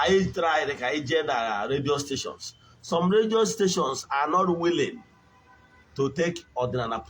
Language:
Igbo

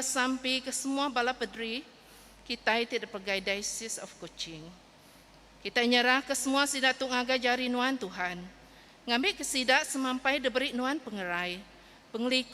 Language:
Iban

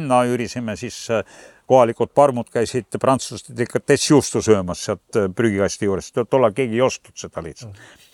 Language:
Estonian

